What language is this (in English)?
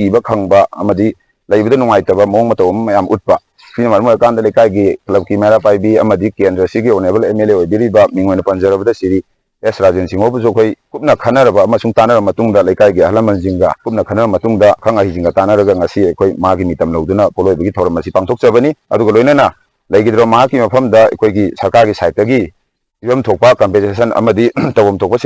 Manipuri